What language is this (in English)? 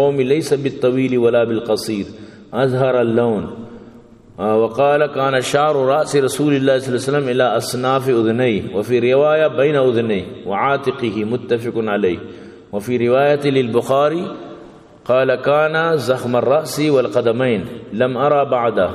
Eastern Balochi